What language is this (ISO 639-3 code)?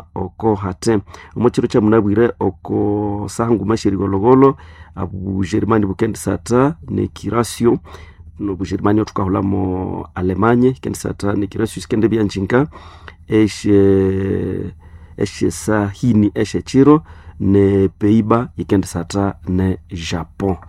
nnb